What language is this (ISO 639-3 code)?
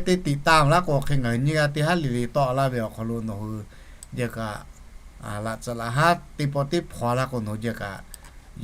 lhu